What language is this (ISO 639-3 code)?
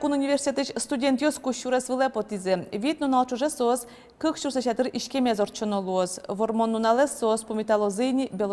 udm